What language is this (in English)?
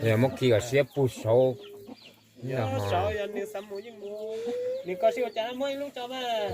Hmong